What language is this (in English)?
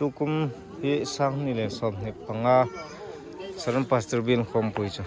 Hmar